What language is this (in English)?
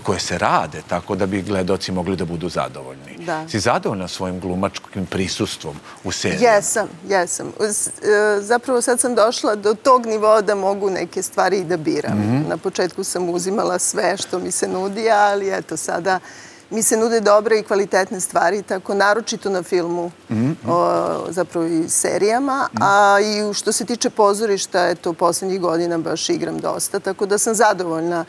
Serbian